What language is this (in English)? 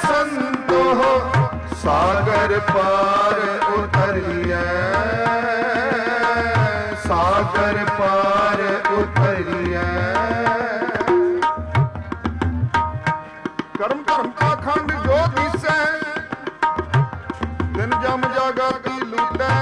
Punjabi